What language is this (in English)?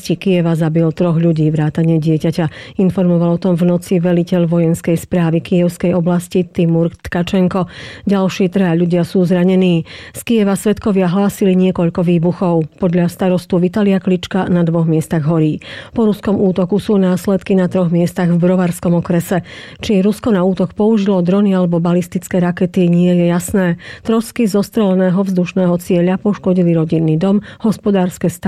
Slovak